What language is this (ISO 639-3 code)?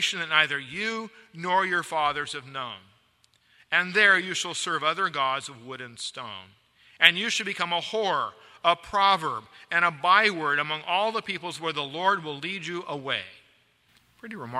eng